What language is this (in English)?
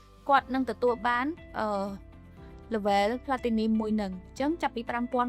Khmer